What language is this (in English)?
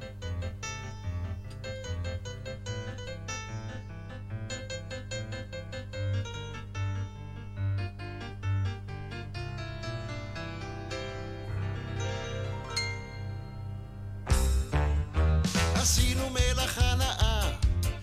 Hebrew